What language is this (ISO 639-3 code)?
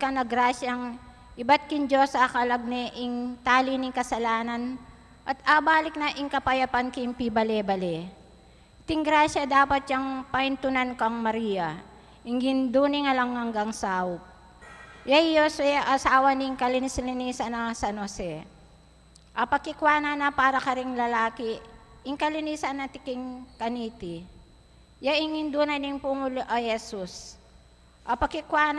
pam